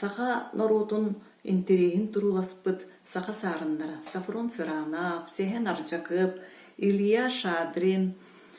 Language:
Yakut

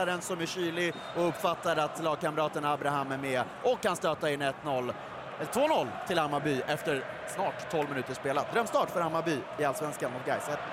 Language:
Swedish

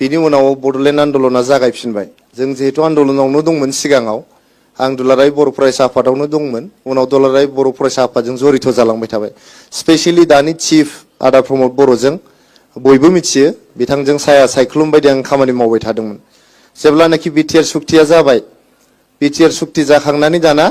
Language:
Bodo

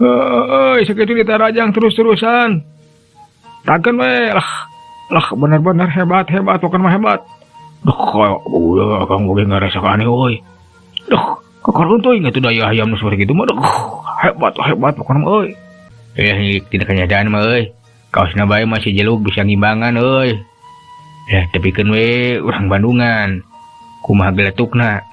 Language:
Sundanese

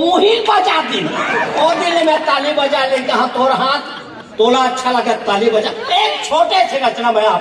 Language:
Chhattisgarhi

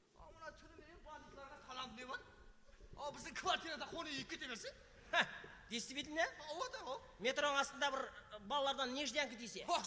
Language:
Kara-Kalpak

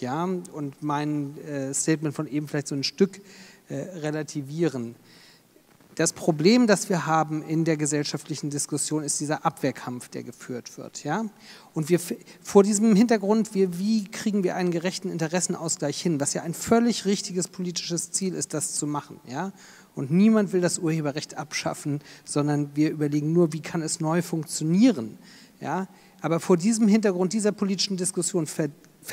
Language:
German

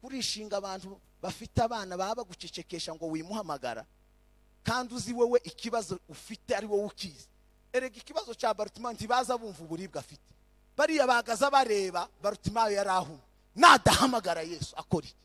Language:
Kinyarwanda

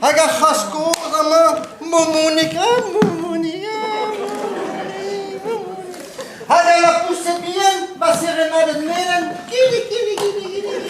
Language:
Breton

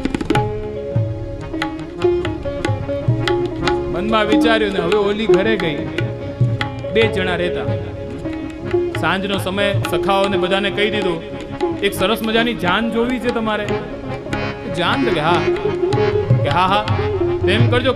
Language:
Gujarati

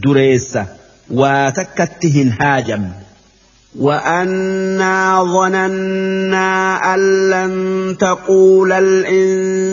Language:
Oromo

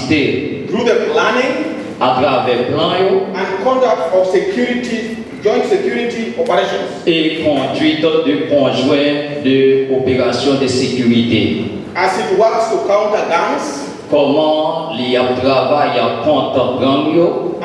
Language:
Haitian Creole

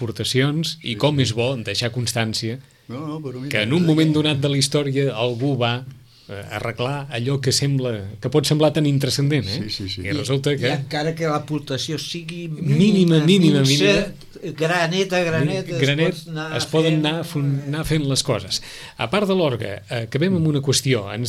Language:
Catalan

